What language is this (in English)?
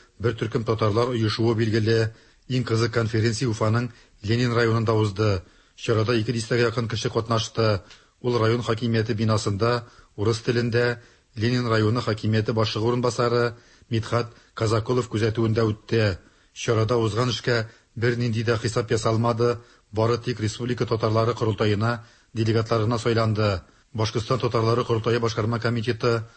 Tatar